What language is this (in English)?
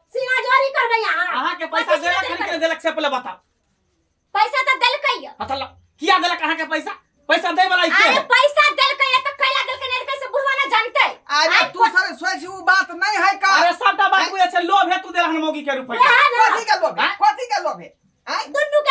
Maithili